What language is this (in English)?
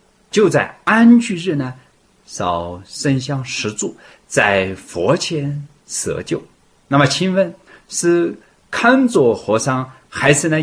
Chinese